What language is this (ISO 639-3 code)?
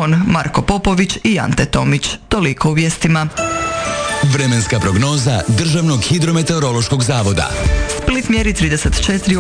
hrv